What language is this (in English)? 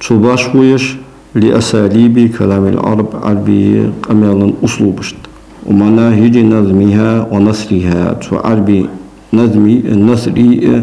Ingush